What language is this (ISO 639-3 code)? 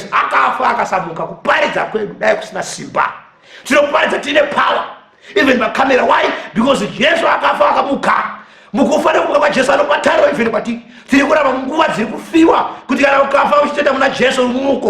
sna